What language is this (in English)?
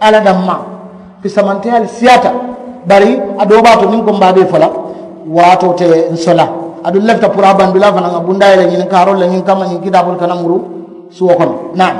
Mandingo